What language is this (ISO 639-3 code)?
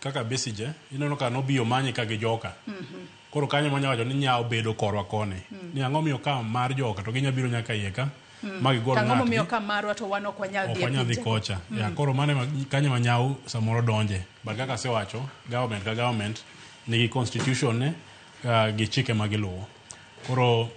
luo